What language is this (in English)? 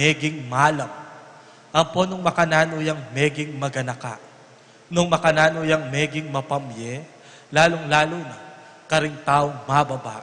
Pampanga